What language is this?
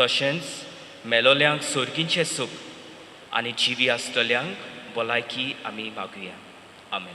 Konkani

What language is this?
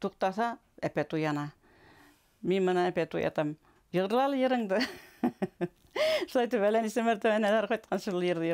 Bashkir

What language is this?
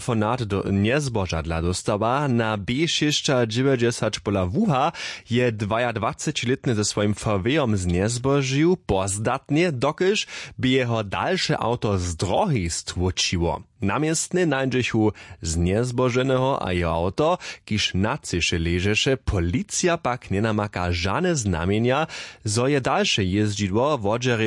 Upper Sorbian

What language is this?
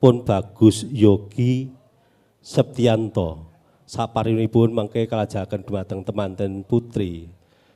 Javanese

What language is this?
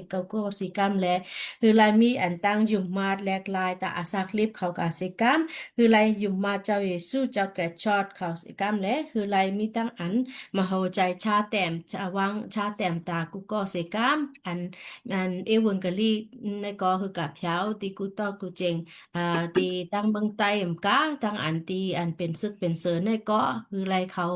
Shan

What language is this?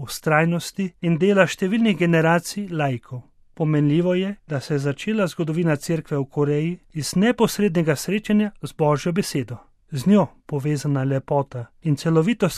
Slovenian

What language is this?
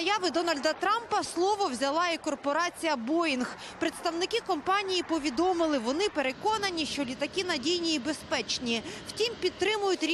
Ukrainian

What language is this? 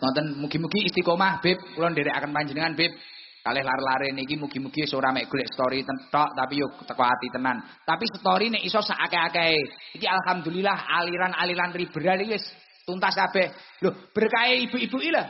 Javanese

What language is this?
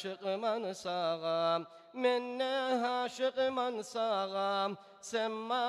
Kumyk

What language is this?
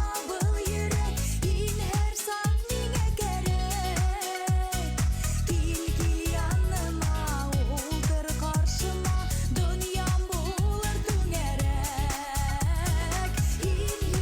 Bashkir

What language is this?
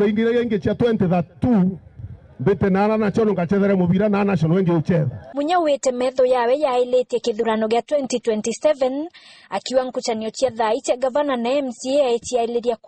Meru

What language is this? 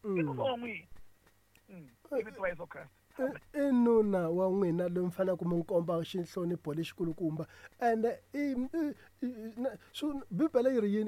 Tsonga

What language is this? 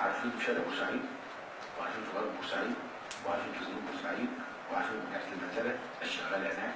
Egyptian Arabic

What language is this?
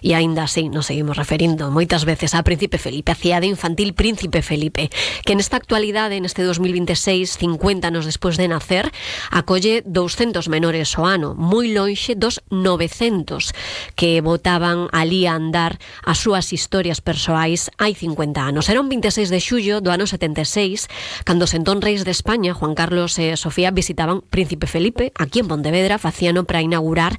Galician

